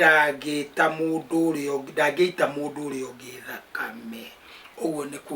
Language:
Kikuyu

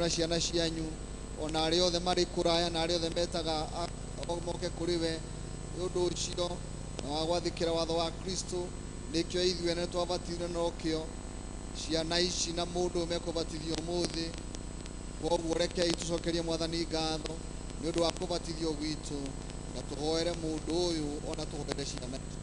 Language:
Kikuyu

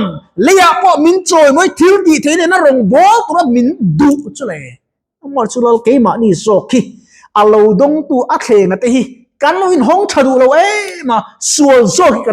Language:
Mizo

